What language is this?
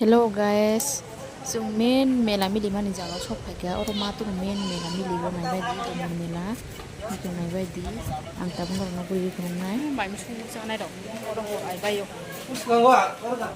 Kok Borok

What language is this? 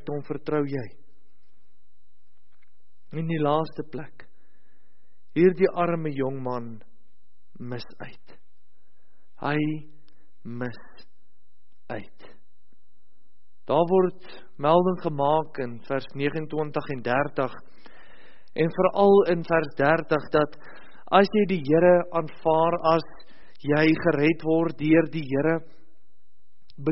Afrikaans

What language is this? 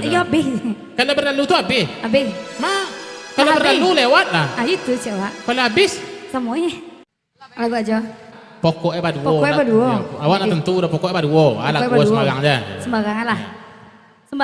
Minangkabau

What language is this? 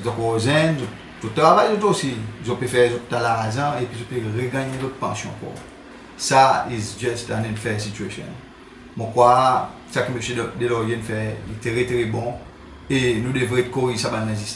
Seselwa Creole French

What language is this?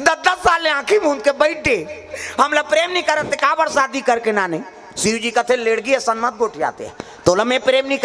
Chhattisgarhi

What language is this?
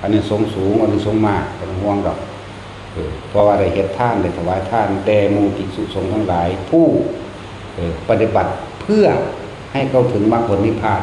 Northeastern Thai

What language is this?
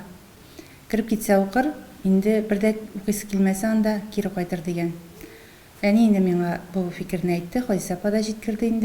Tatar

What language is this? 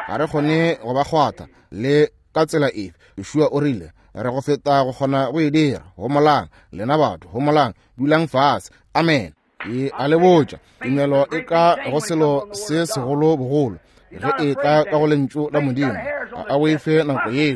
Northern Sotho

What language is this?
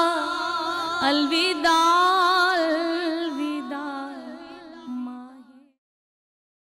Urdu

